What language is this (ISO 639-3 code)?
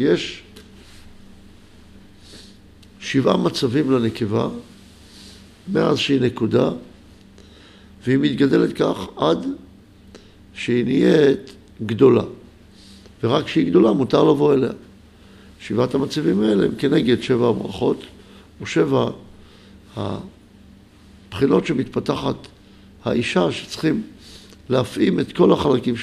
heb